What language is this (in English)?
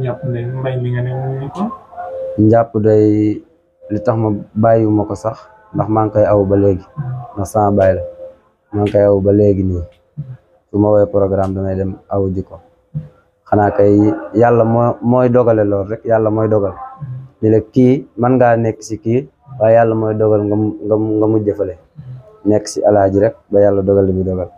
Wolof